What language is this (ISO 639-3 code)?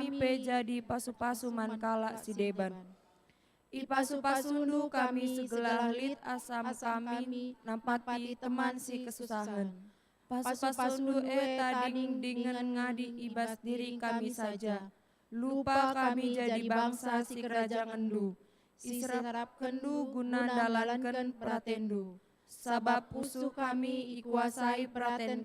btx